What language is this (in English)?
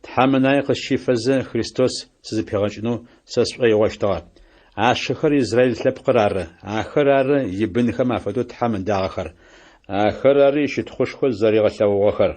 Adyghe